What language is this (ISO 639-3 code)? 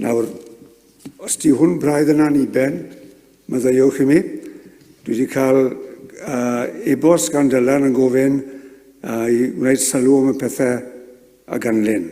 cym